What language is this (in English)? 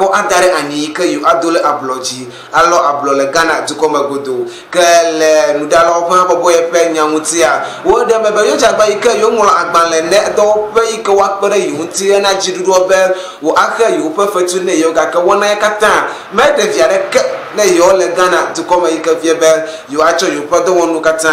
Ewe